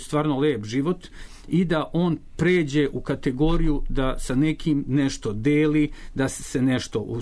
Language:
Serbian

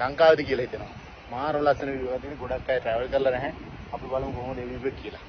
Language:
Sinhala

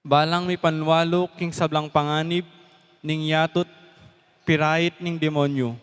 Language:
Pampanga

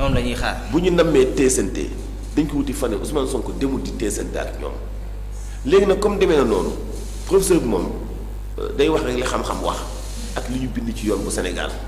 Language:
Wolof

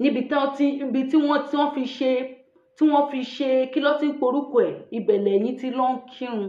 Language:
Yoruba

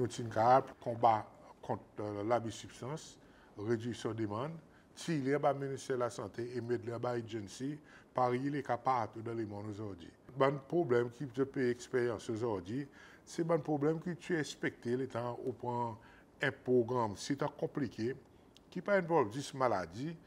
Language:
Seselwa Creole French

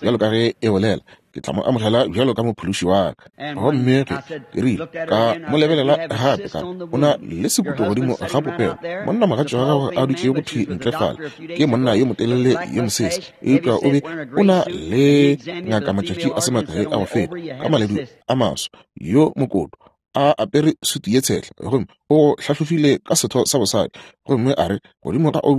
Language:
Northern Sotho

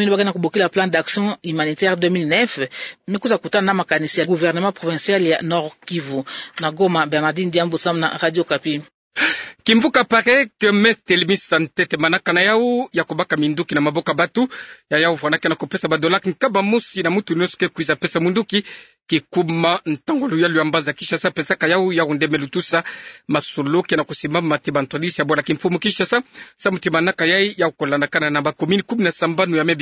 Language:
Kituba (Democratic Republic of Congo)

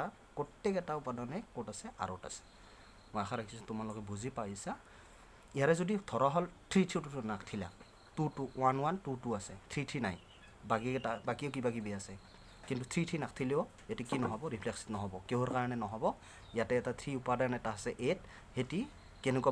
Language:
Assamese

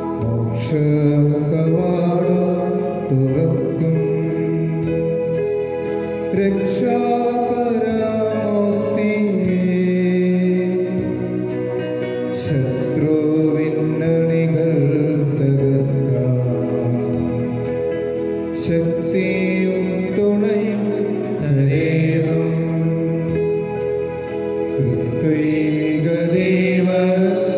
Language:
Malayalam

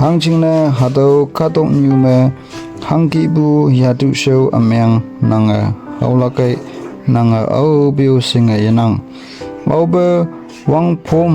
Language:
Konyak Naga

